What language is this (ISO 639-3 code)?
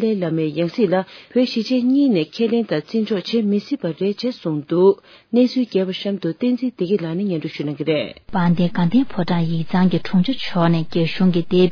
bod